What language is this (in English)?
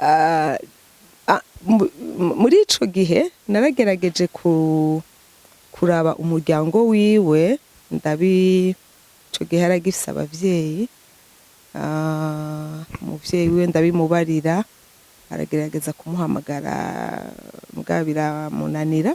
Rundi